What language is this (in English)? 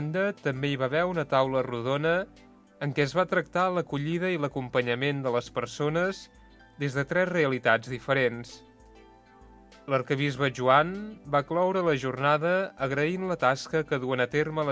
Catalan